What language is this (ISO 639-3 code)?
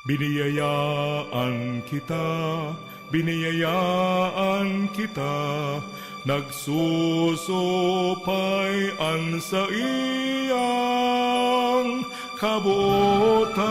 bik